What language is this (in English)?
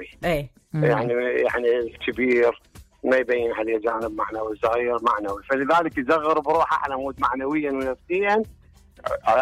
Mesopotamian Arabic